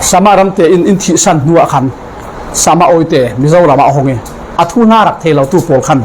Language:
Falam Chin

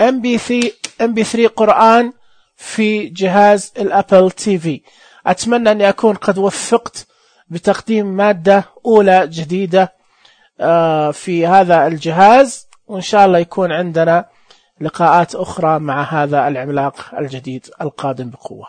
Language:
Najdi Arabic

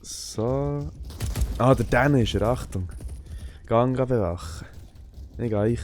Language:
Swiss German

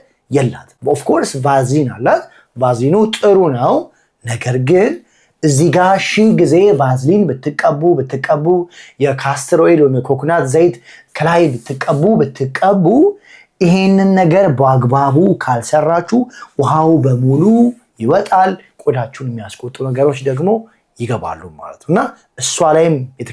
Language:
Amharic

